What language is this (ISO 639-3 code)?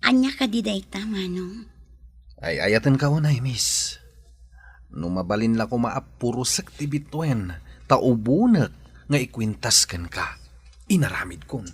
ilo